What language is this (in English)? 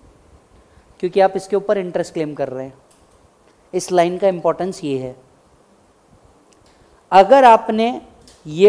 Hindi